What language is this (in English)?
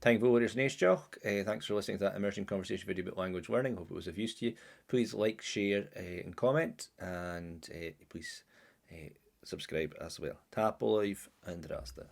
Scottish Gaelic